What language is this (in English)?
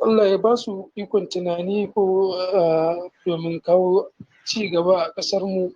Hausa